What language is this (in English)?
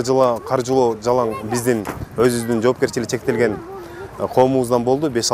Kyrgyz